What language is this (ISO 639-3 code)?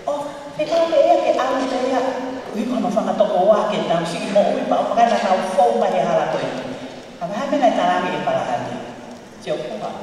ton